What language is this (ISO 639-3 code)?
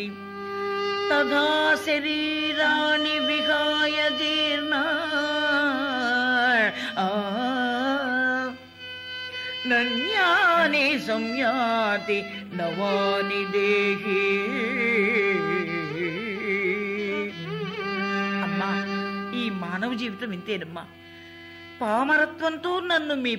tel